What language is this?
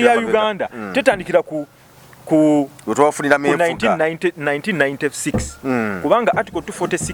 Ganda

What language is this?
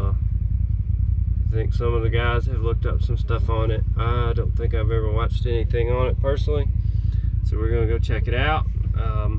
English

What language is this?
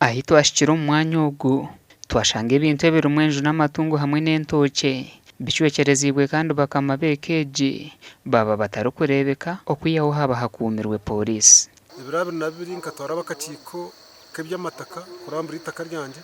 Nyankole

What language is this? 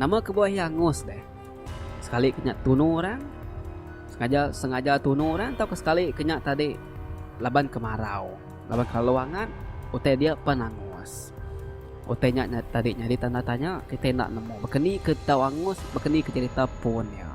Iban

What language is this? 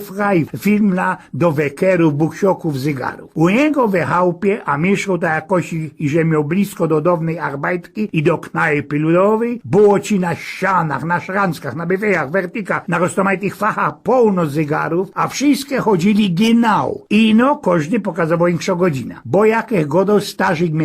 Silesian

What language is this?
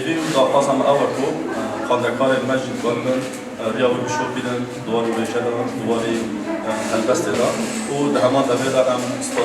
Kurdish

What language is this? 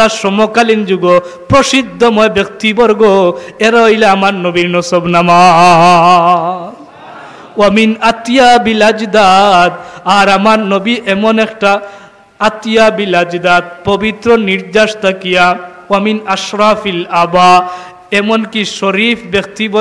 Sylheti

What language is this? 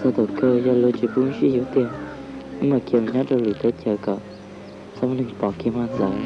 Hmong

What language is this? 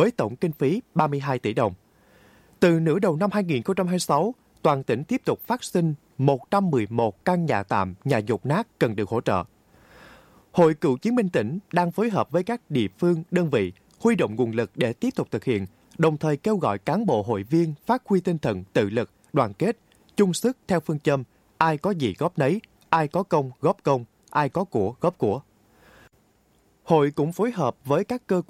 Vietnamese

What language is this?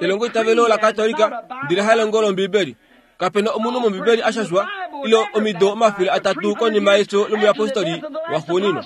Kuanyama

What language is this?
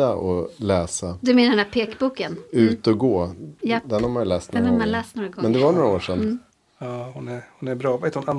Swedish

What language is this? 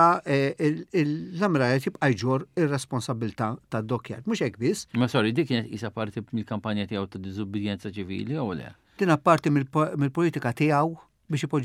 Maltese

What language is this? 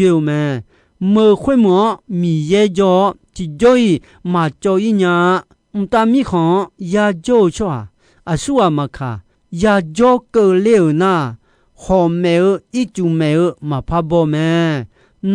Akha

